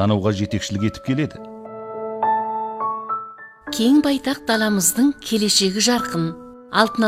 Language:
Kazakh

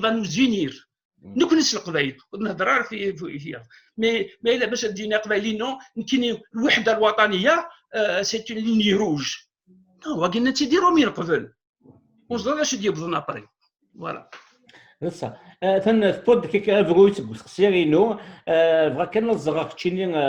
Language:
Kabyle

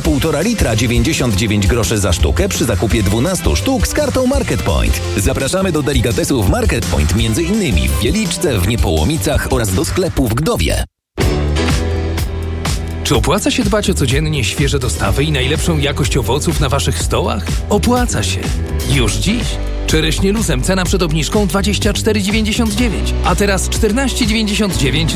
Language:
Polish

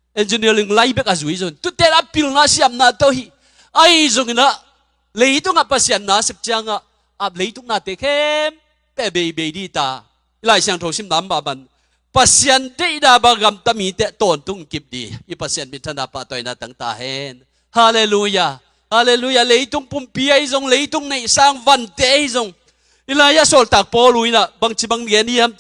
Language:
Tedim Chin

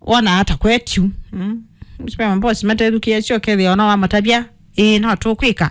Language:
Kamba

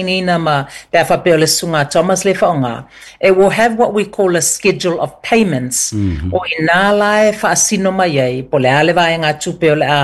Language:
Samoan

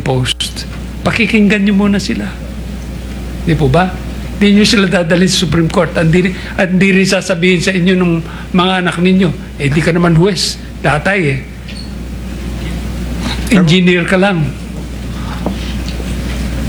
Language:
Filipino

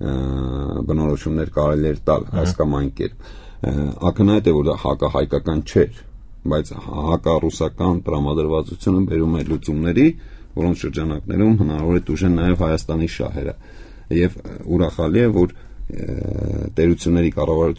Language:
Armenian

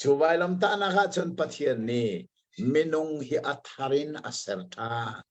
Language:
Hakha Chin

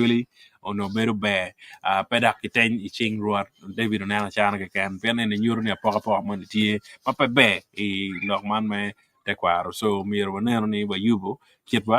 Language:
Acoli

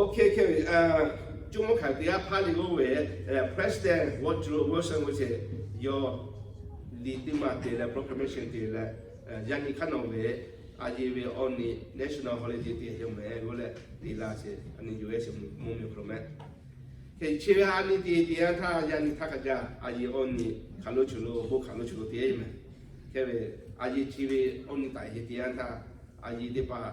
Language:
Lahu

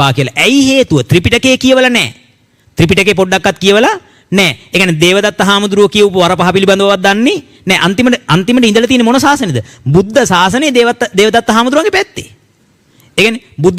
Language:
Sinhala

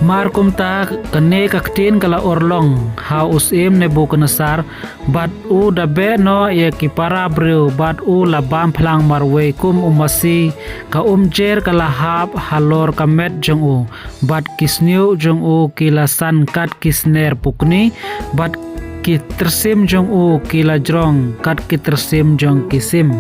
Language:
Khasi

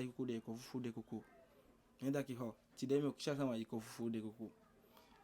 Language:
Eastern Maroon Creole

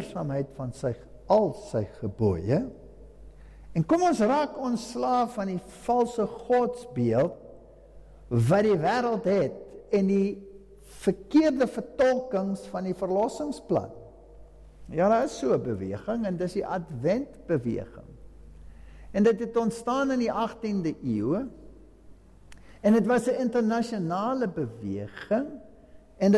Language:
Afrikaans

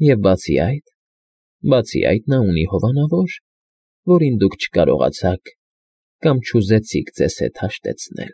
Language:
Armenian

